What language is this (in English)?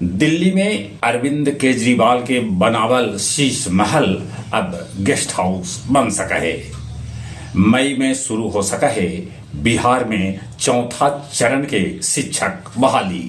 Magahi